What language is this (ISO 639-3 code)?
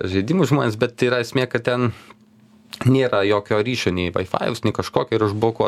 lit